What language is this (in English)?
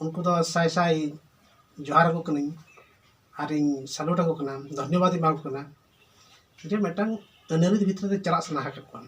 Santali